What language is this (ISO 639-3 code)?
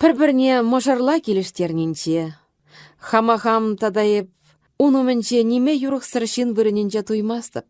chv